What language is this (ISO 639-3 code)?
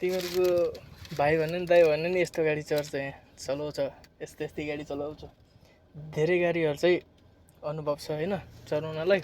nep